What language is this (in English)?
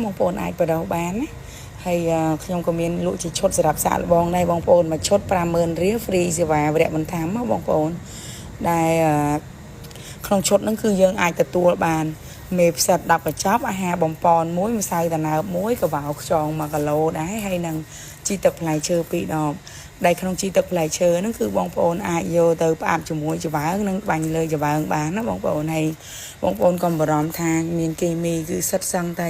Khmer